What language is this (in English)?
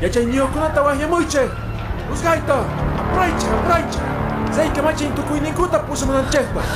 Quechua